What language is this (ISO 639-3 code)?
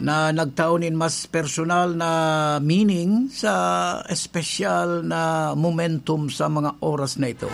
bik